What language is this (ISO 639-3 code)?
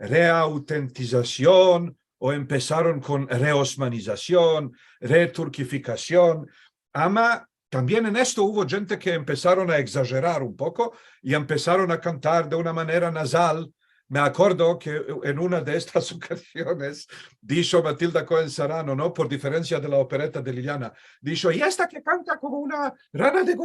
lad